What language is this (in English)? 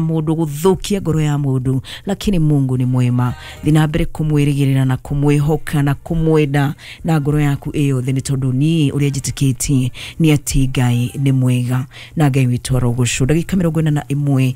Kikuyu